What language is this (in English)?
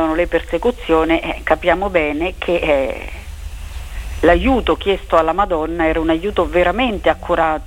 Italian